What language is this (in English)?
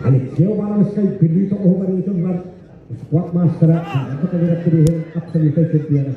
Yakut